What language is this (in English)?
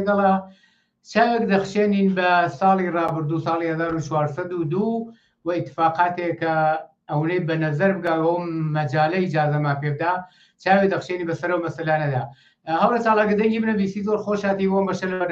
Central Kurdish